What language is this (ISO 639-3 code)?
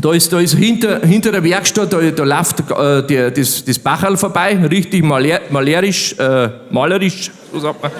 bar